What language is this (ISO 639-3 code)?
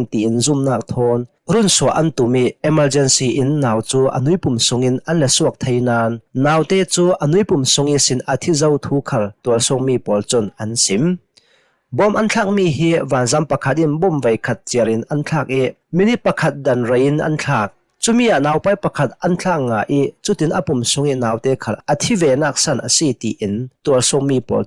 cnh